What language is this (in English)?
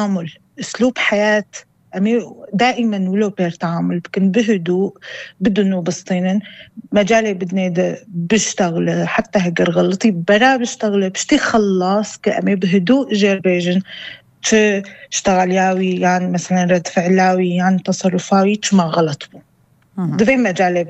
North Levantine Arabic